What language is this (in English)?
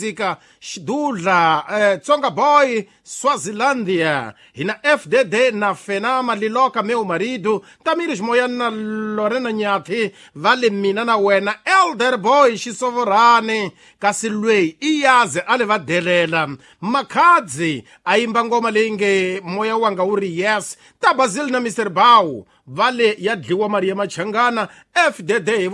Tsonga